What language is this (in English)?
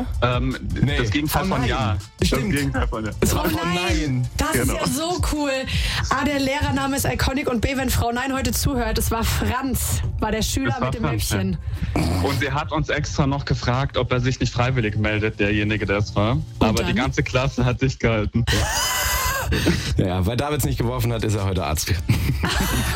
German